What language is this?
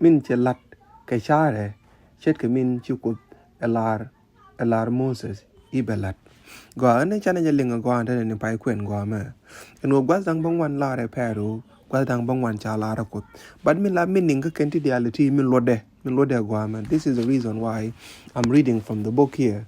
Nuer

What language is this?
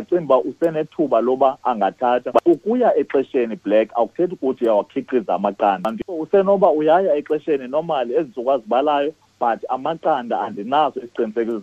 Xhosa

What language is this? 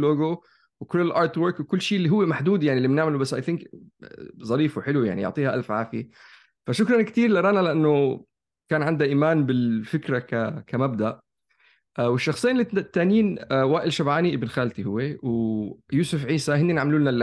North Levantine Arabic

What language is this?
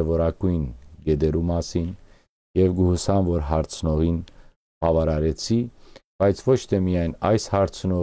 Western Armenian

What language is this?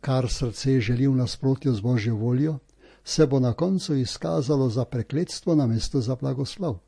Slovenian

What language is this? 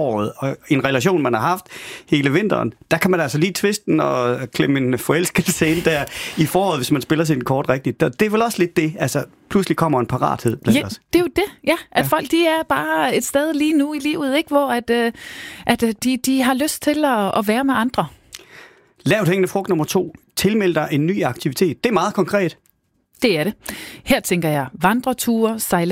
Danish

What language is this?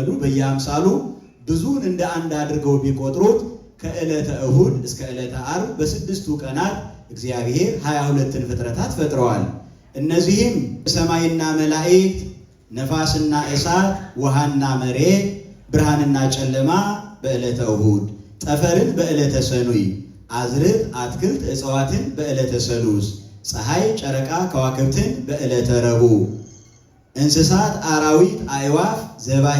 Amharic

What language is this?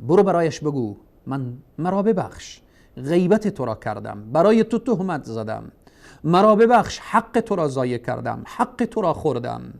Persian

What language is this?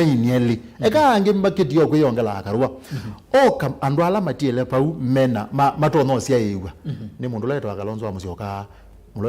Kamba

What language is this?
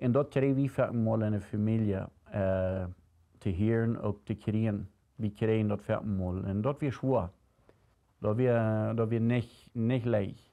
Plautdietsch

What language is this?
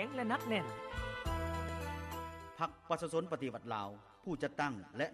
Lao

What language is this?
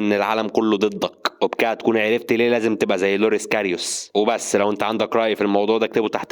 Egyptian Arabic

